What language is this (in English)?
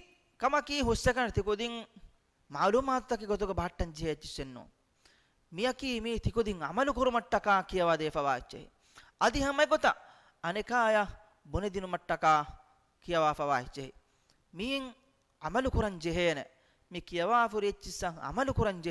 Divehi